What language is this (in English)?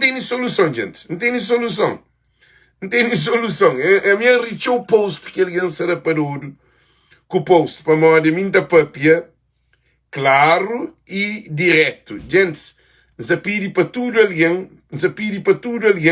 Kabuverdianu